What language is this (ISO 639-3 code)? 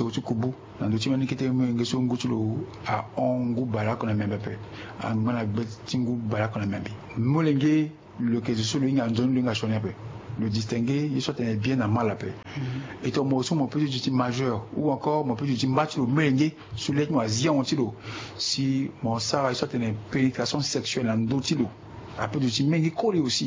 sag